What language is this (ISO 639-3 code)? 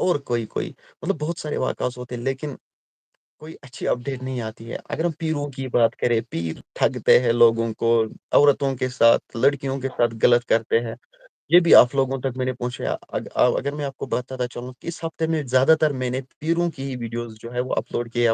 kas